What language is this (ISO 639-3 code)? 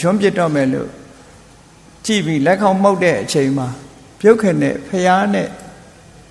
mya